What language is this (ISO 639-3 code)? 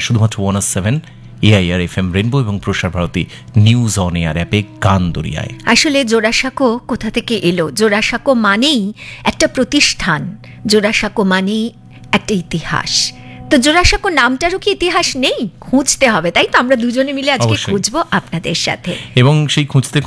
ben